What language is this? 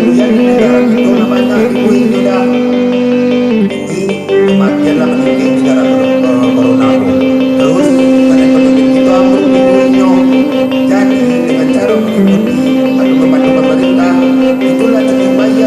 Minangkabau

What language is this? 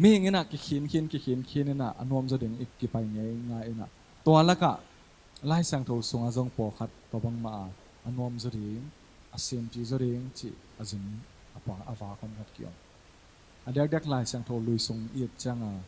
Tedim Chin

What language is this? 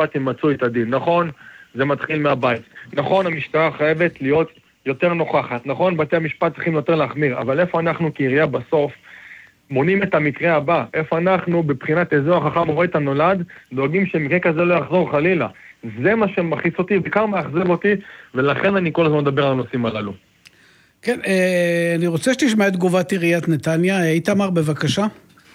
Hebrew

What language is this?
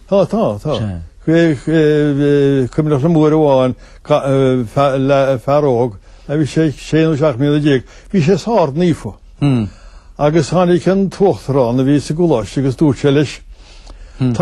Irish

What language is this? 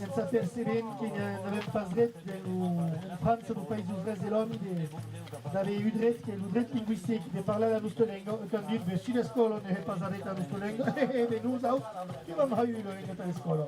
Occitan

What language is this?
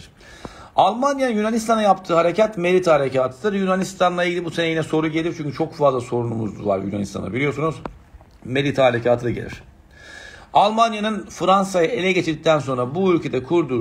Turkish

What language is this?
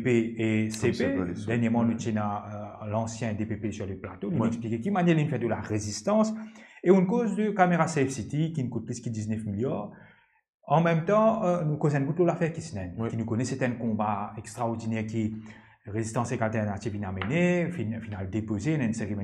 Morisyen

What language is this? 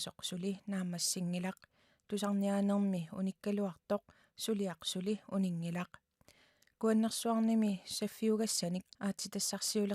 Kalaallisut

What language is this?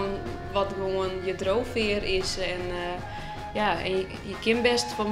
Western Frisian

